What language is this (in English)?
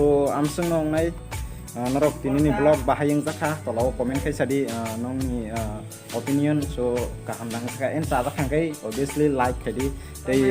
Kok Borok